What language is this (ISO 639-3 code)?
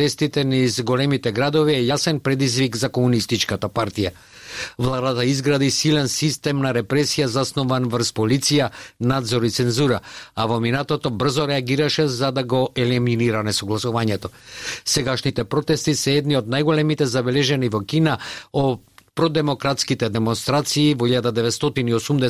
mkd